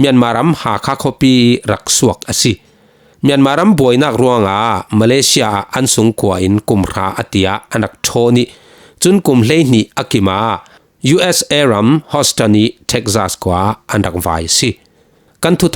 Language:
Falam Chin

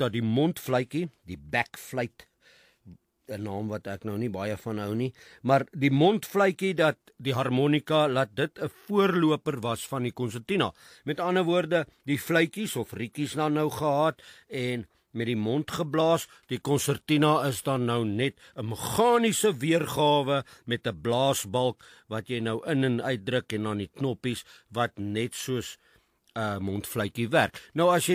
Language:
Afrikaans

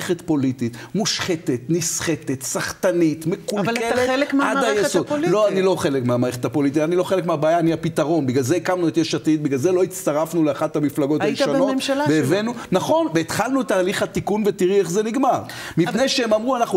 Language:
Hebrew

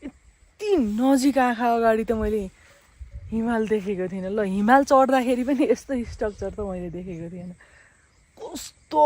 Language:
Nepali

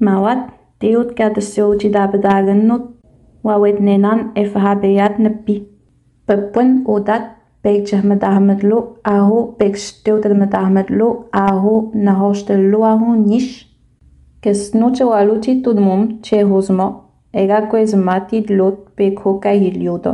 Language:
Innu-aimun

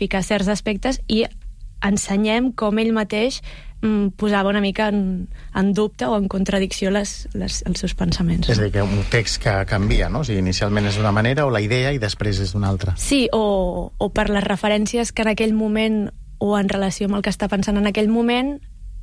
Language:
Catalan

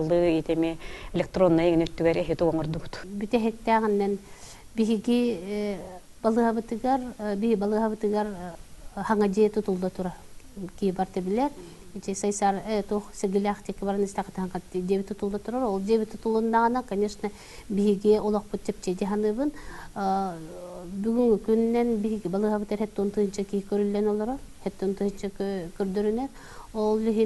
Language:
Yakut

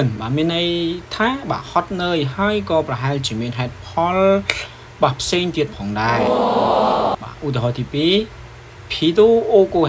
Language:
Khmer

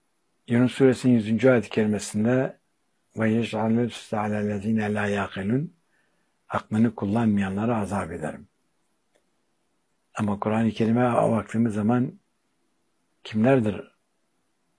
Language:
Turkish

